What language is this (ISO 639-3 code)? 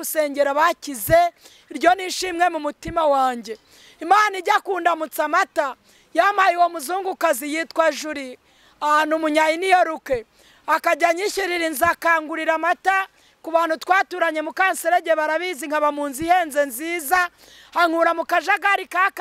kin